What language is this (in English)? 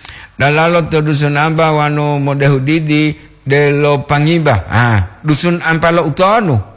Gorontalo